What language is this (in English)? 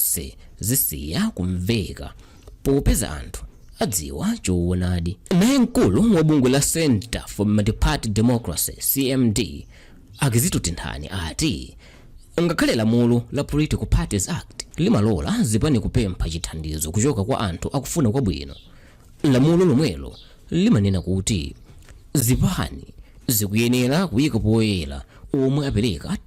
Nyanja